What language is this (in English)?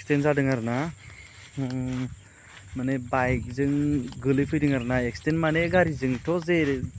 Bodo